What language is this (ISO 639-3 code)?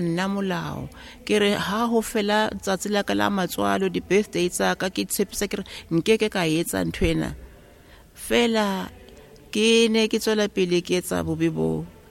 sot